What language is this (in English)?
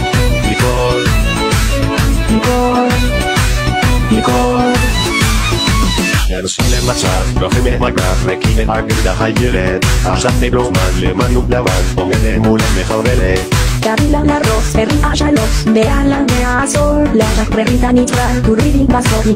Hebrew